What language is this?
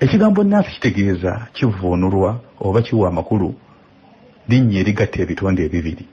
Ganda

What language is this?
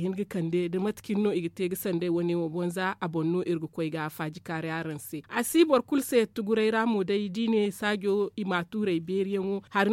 Zarma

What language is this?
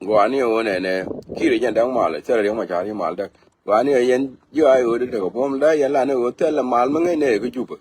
Nuer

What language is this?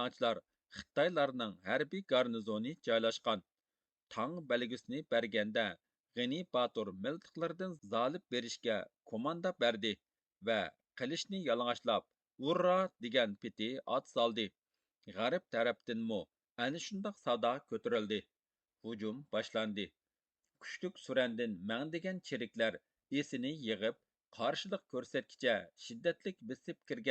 Uyghur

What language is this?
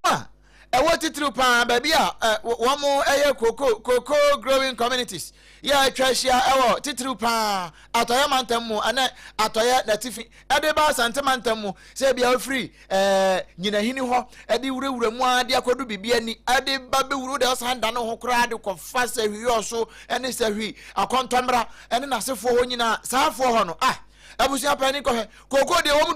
Akan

